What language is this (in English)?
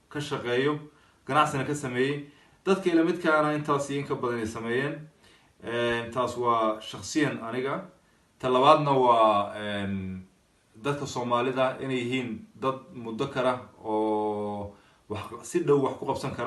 Somali